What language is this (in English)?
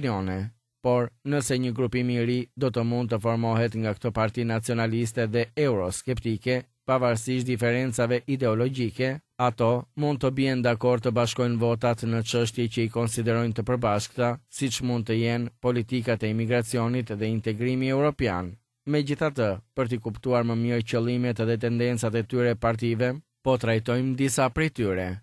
Albanian